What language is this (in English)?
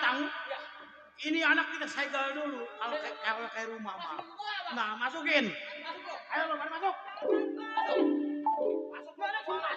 Betawi